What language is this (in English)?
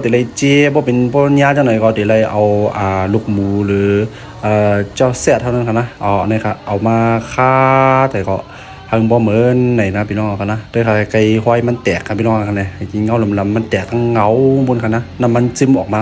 Shan